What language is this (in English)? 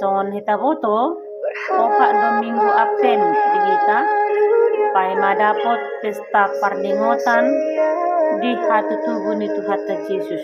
Batak Toba